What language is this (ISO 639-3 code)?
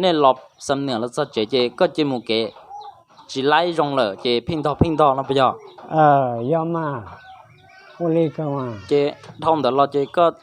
hmn